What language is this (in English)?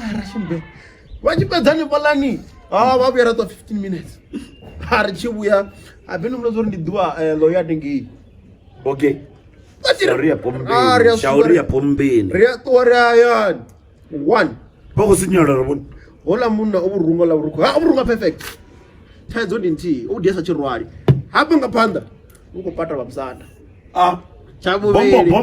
Venda